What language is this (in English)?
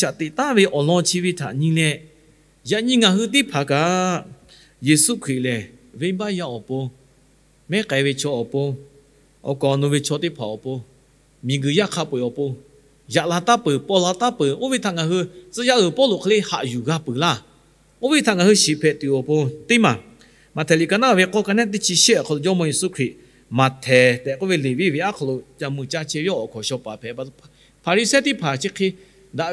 Lahu